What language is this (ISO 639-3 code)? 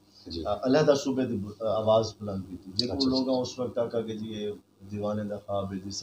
skr